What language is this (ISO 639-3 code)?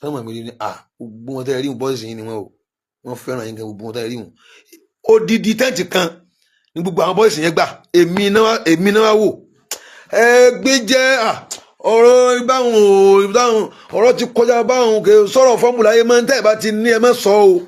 yor